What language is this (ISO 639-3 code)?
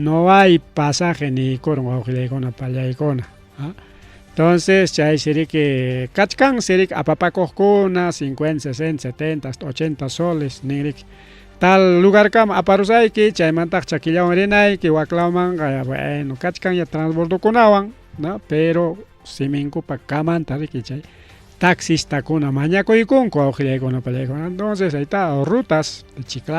quy